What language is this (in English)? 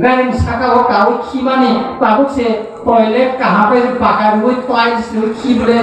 Riang (India)